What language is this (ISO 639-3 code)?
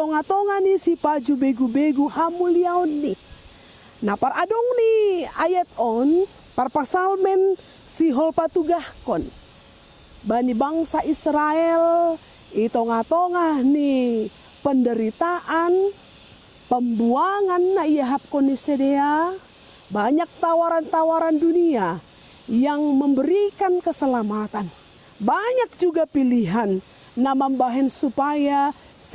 bts